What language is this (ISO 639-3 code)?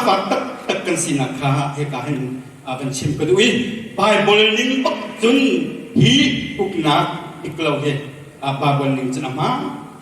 cnh